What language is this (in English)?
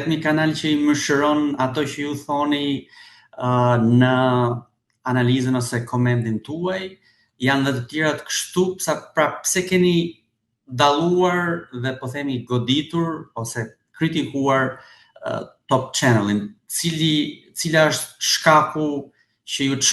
Albanian